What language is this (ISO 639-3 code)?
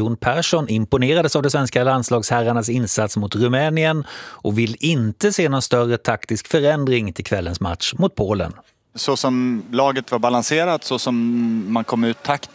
swe